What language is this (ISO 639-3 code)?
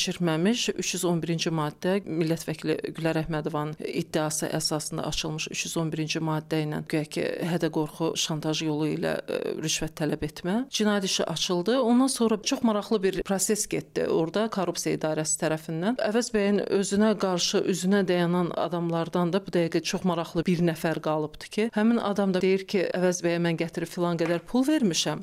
aze